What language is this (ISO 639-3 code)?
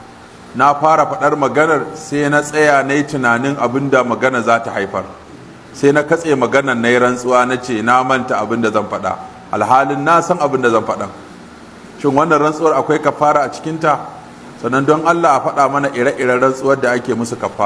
hau